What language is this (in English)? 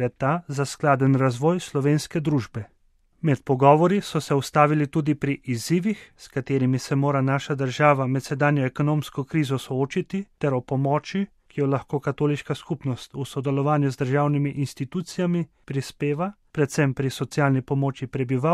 Slovenian